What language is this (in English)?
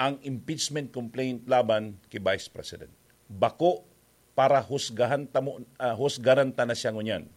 Bikol